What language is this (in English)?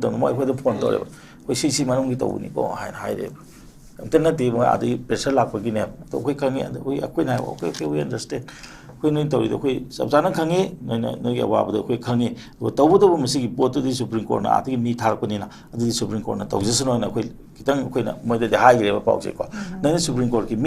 Manipuri